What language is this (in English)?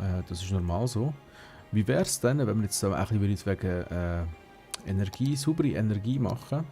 Swiss German